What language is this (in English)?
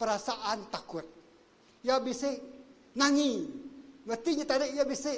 Iban